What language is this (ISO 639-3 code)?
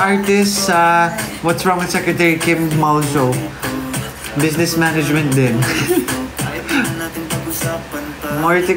fil